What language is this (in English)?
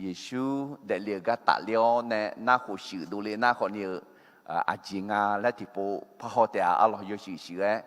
Akha